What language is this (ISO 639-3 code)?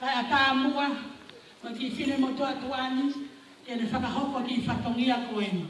ton